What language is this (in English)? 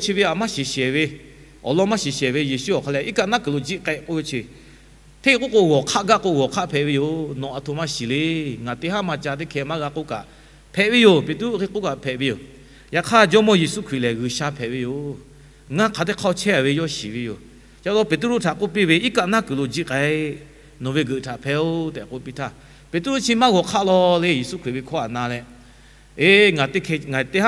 Lahu